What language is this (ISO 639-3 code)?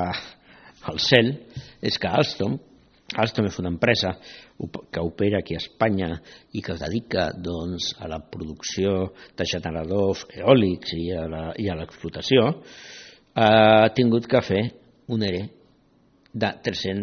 cat